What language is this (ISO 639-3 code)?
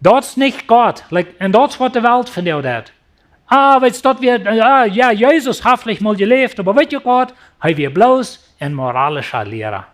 pdt